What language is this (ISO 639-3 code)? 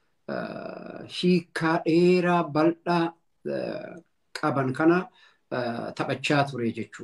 orm